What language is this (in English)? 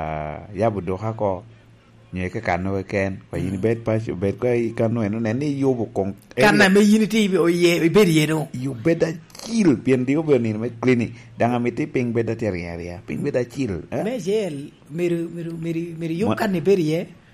Lango (Uganda)